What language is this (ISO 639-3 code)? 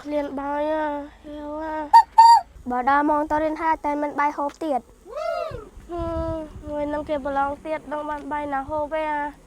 khm